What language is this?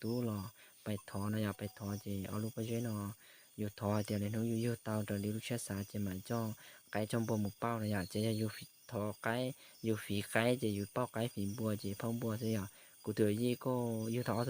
Hmong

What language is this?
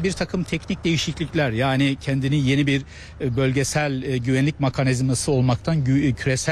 Turkish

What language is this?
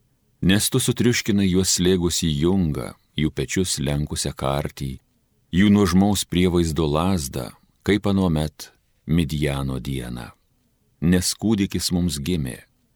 Lithuanian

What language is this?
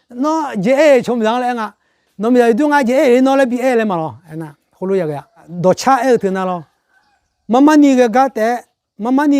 Akha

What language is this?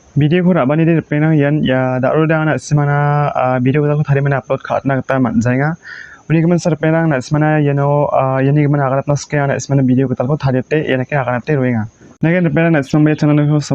Garo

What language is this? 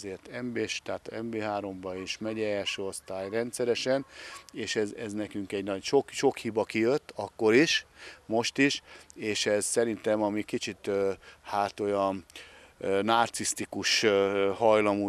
Hungarian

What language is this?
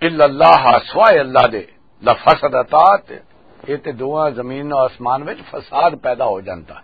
Western Panjabi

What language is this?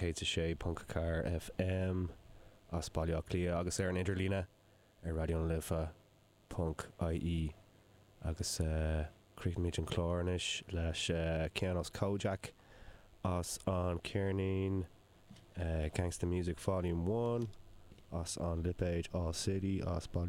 Irish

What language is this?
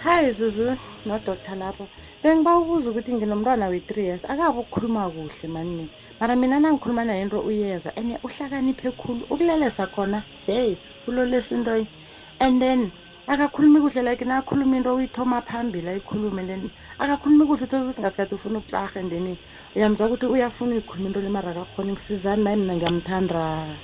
South Ndebele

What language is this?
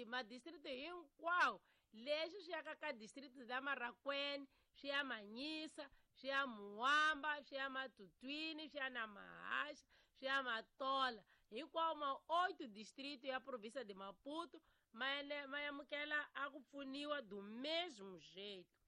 Tsonga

